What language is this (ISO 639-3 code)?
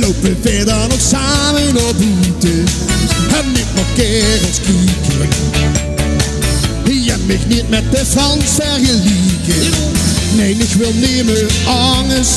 lim